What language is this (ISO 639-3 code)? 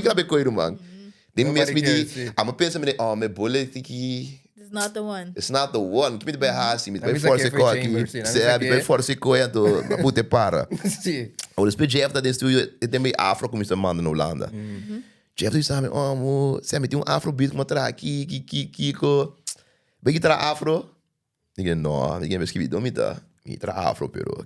pap